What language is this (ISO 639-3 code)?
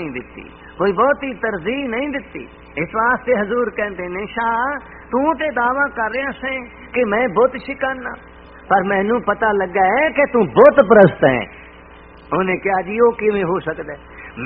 pan